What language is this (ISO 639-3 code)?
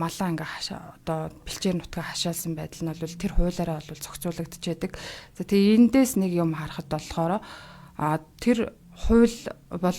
mon